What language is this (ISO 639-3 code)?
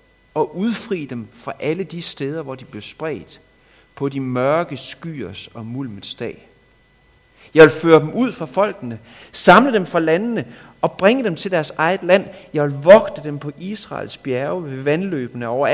dan